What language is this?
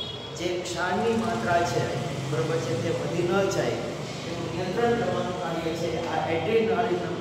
Gujarati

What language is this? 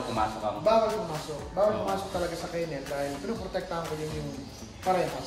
Filipino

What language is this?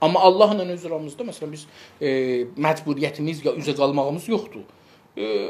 South Azerbaijani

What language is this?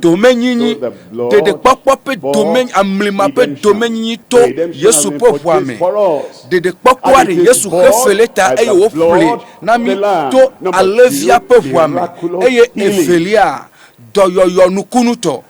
Ewe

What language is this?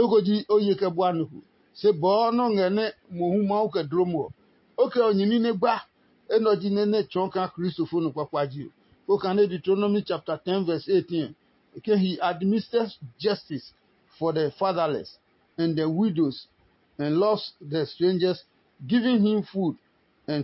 Adangme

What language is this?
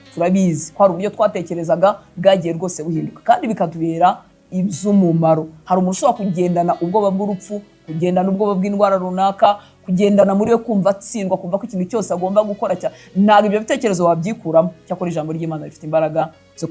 Kinyarwanda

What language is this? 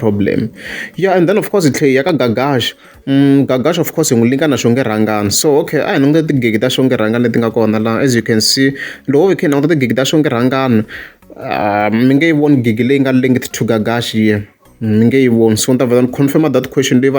Tsonga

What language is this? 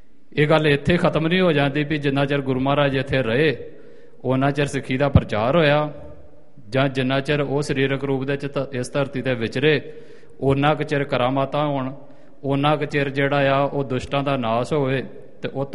Punjabi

